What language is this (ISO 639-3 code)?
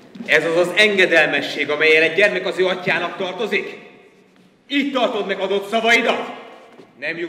hun